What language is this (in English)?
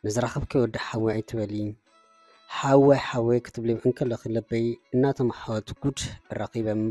Tigrinya